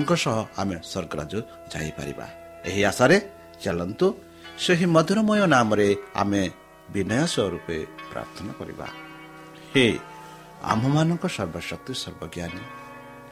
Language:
Odia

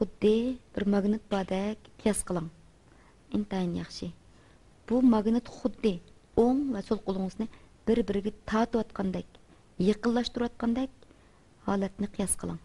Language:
Uyghur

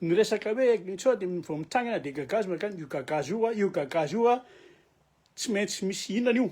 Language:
Malagasy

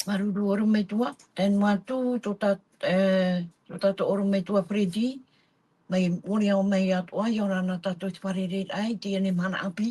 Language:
Tahitian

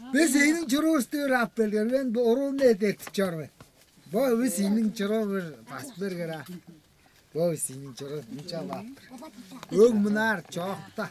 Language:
Tuvinian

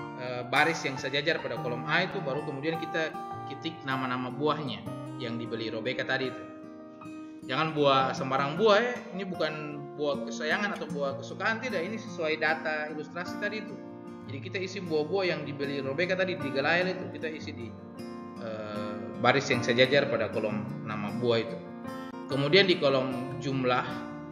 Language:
Indonesian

